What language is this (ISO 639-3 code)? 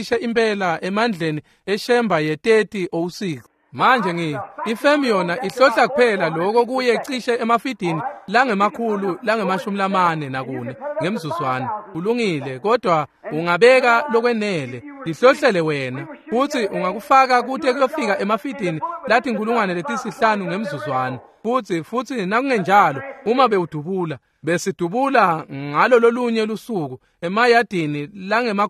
ssw